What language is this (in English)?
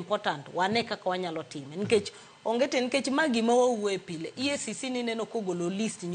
Luo (Kenya and Tanzania)